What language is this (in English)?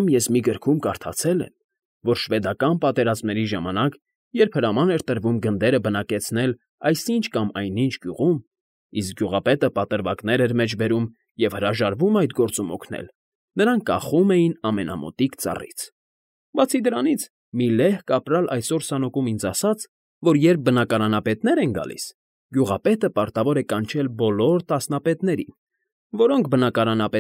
Armenian